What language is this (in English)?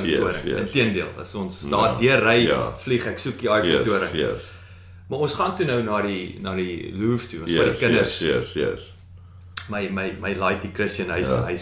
Afrikaans